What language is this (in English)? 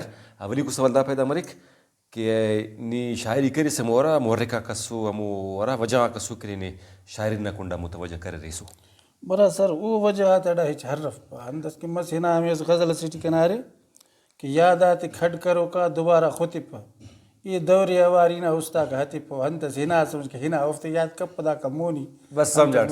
Brahui